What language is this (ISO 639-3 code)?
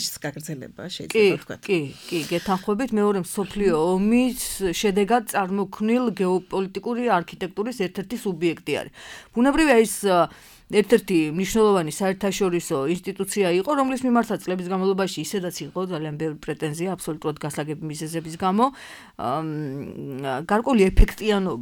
kat